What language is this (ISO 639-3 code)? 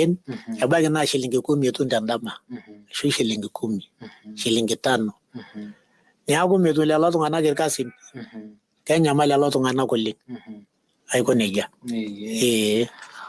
mas